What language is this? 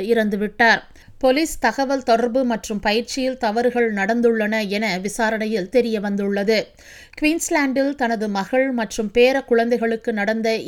Tamil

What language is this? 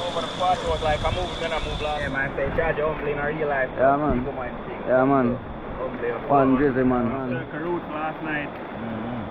Jamaican Creole English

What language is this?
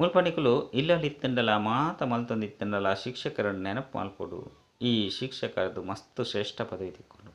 Tulu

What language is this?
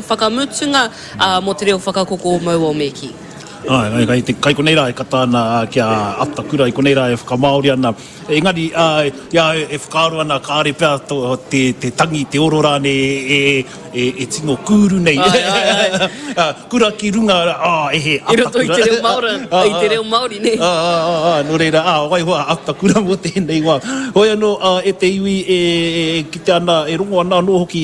Māori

